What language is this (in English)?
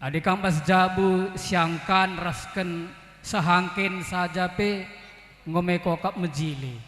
Batak Karo